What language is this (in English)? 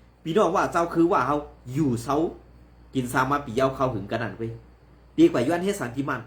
Shan